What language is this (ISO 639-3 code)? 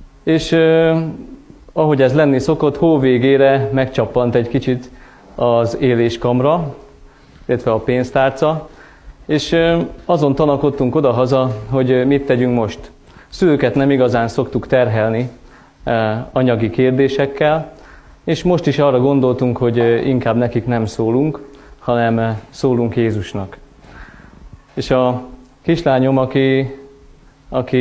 hun